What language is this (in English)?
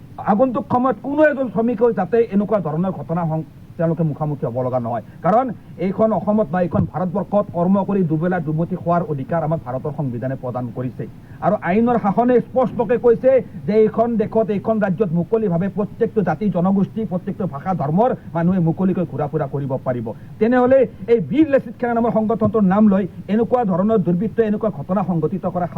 Assamese